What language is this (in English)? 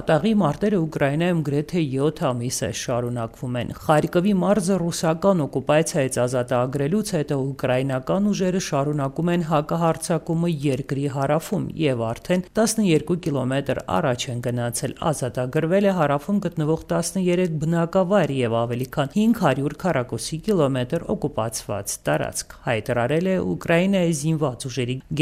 Armenian